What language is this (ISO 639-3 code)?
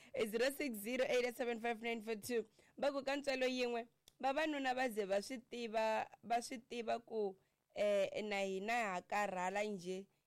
tso